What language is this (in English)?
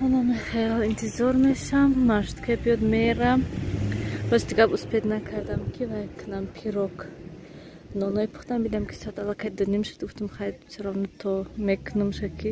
Tajik